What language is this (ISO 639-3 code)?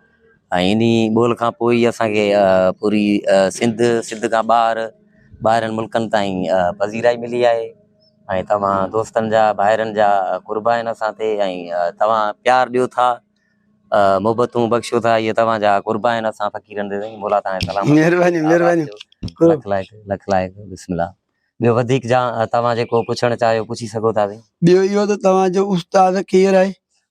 snd